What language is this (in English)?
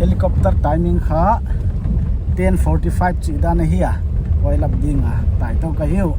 Paite Chin